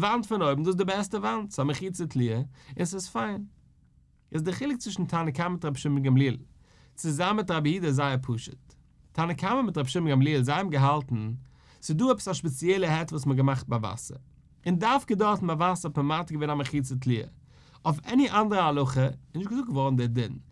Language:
Yiddish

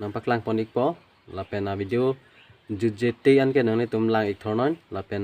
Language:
Karbi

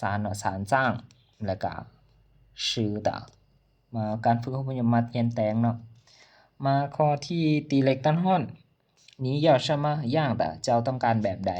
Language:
Lao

